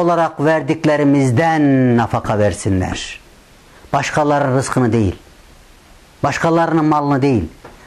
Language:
Turkish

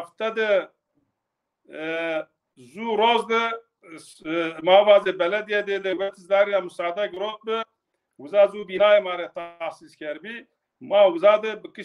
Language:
Zaza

